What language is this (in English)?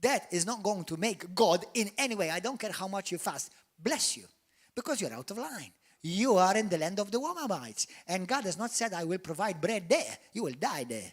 English